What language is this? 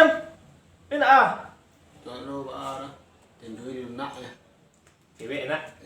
Minangkabau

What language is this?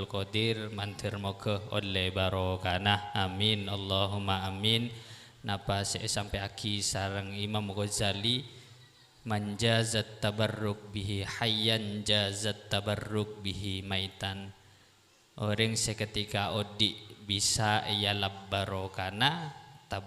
Madurese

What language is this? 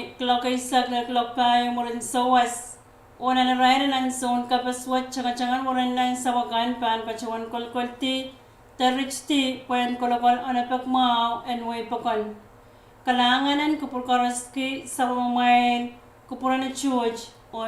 Pohnpeian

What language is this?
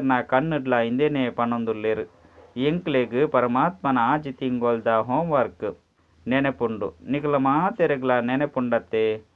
Tulu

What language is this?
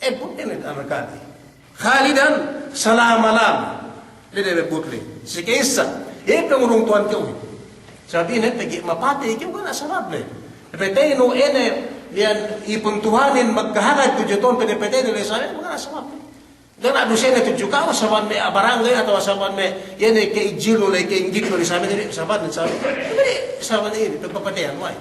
Yakan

